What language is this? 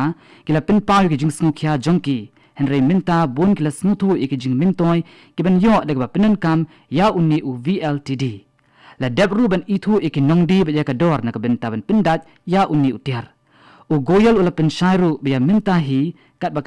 Khasi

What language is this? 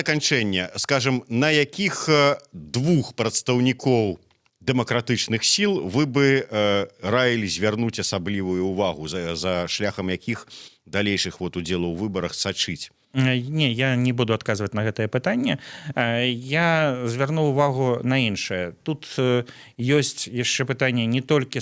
Belarusian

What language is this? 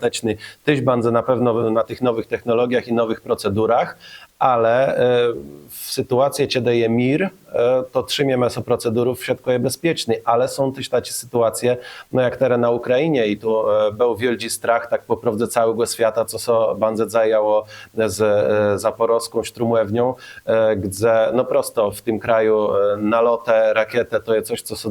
Kashubian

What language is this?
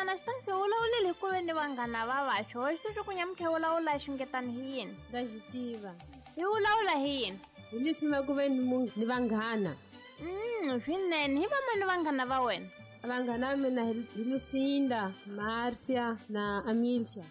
Tsonga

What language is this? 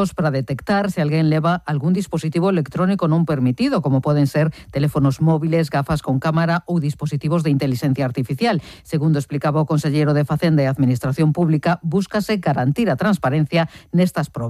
Galician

